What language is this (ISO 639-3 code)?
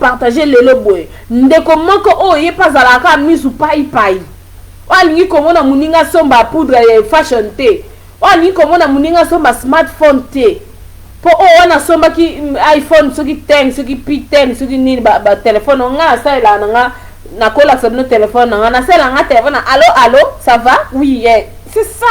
lin